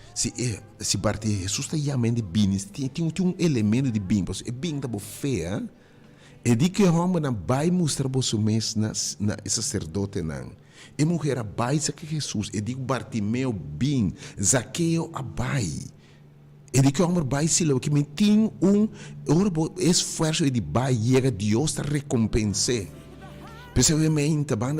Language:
Papiamento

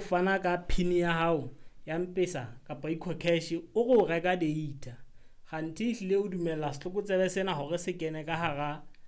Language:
Southern Sotho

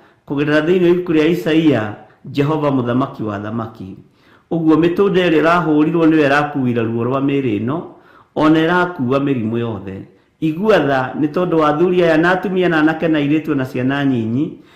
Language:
Kikuyu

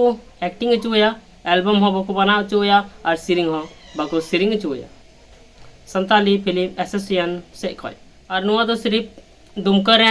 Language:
Santali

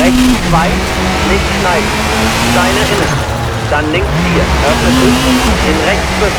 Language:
Bavarian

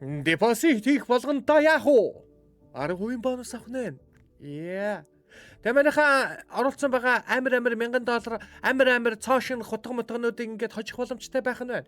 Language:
Mongolian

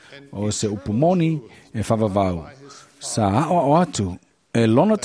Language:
Samoan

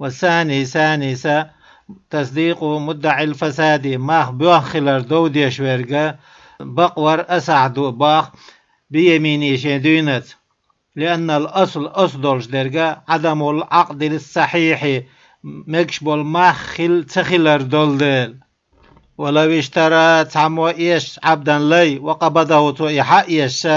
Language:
Chechen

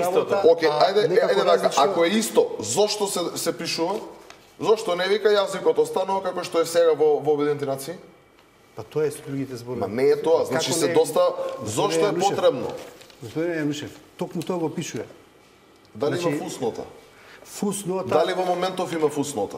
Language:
Macedonian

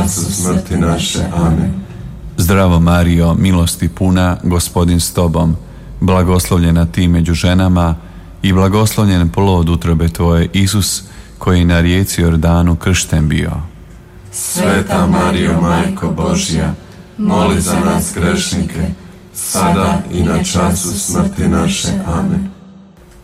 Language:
Croatian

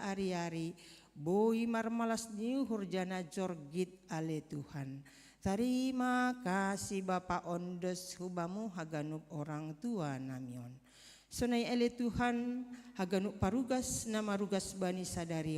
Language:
Batak Simalungun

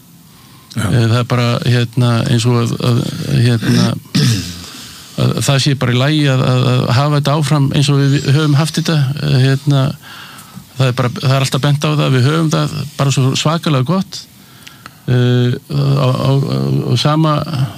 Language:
Icelandic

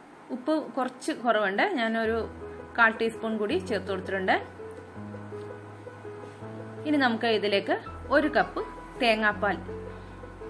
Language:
Malayalam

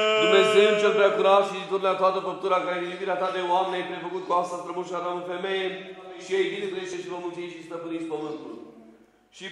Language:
Romanian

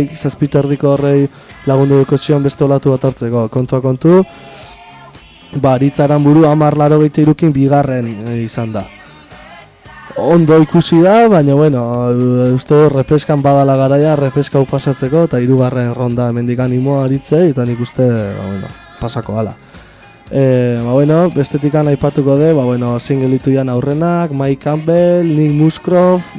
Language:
Basque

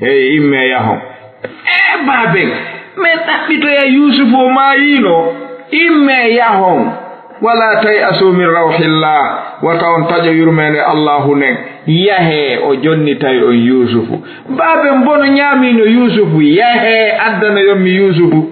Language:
Fula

